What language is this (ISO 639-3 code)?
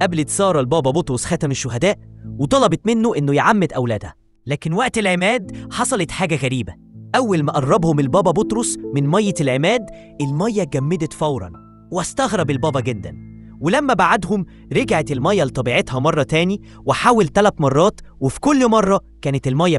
arz